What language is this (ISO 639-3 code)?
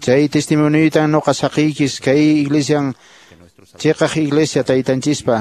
que